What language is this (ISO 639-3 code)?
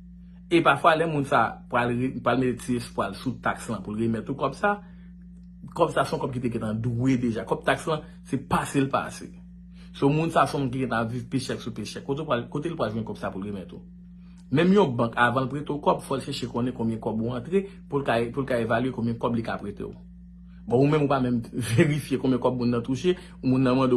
hat